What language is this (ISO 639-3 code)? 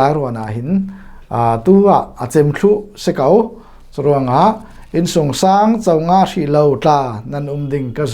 cfm